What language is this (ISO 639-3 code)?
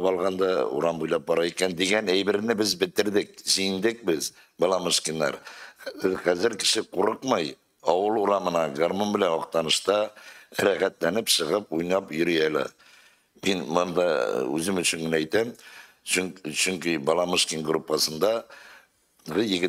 tat